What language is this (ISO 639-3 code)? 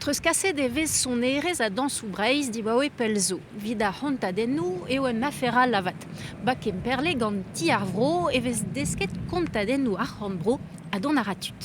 bre